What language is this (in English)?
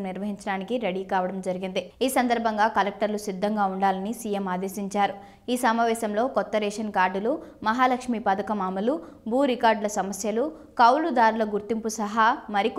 Telugu